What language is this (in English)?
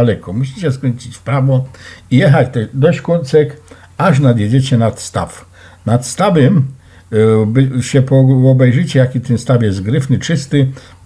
Silesian